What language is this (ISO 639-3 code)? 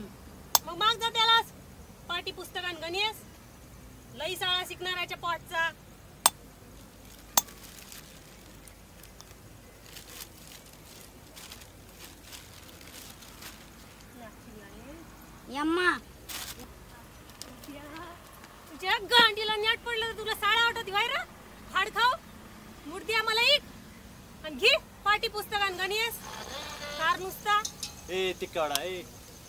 mar